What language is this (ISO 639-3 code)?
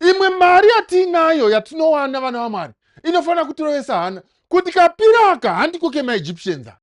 sna